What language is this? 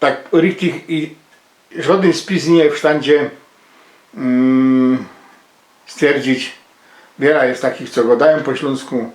Silesian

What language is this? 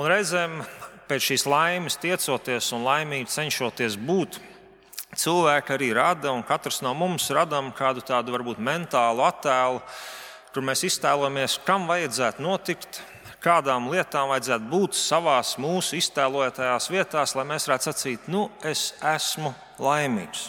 Latvian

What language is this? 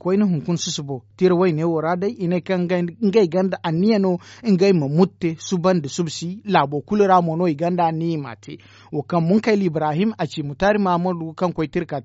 Zarma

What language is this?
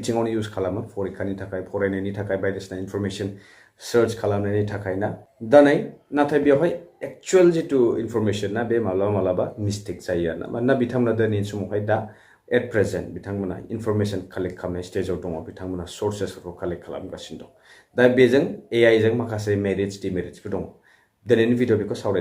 Bodo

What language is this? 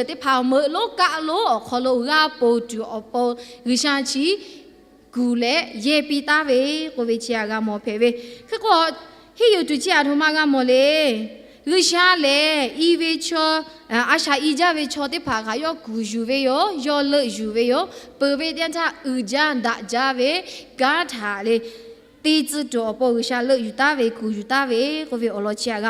Lahu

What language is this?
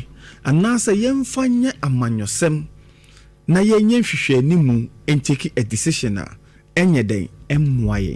Akan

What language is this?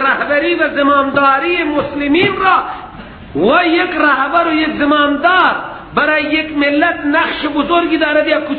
Persian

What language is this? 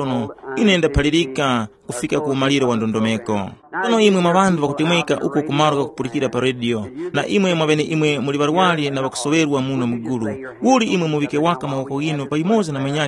Tumbuka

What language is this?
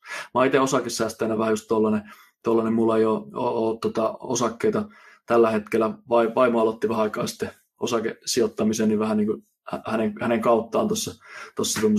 Finnish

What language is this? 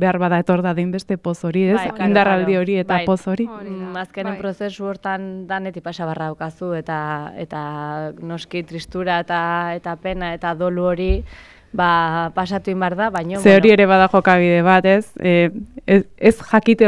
Basque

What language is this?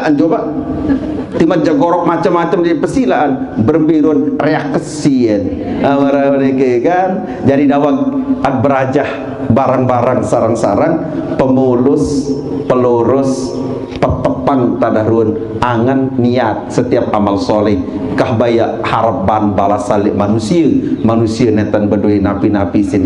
Sasak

